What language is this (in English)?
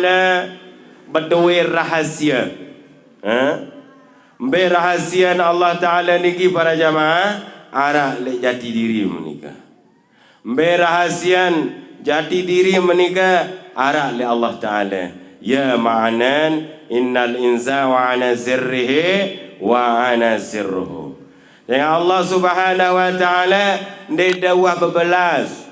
Sasak